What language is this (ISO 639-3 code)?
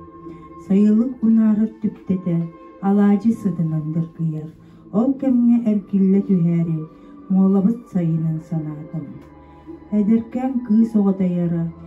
sah